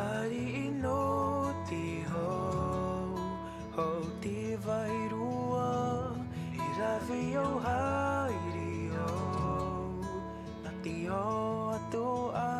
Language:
Tahitian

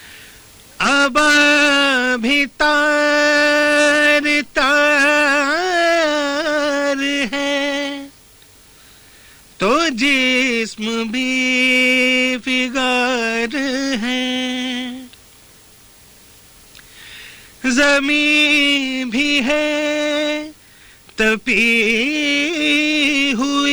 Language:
Urdu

